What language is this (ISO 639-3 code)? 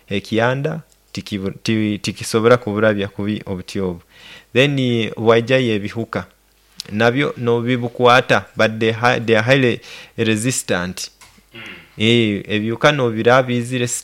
nyo